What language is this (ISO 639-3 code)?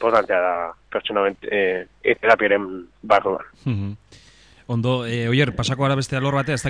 eus